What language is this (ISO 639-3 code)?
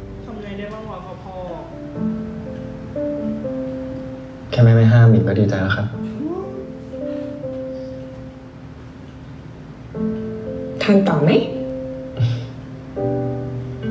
tha